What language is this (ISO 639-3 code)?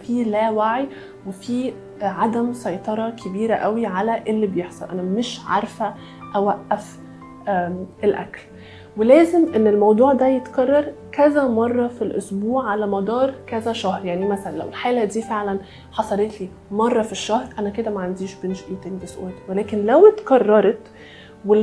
arz